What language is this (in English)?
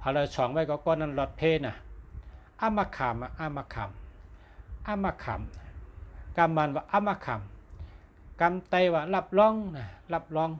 Shan